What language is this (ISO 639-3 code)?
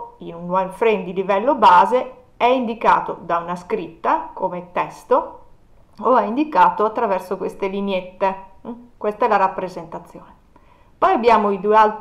ita